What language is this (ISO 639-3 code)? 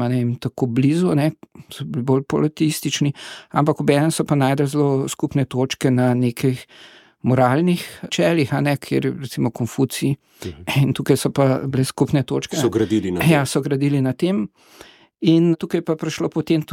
slv